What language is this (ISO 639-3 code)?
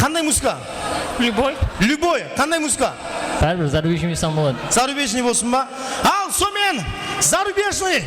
kaa